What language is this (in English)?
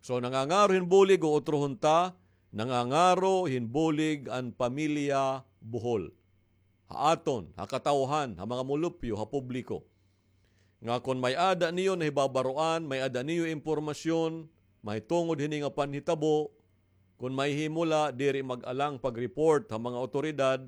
Waray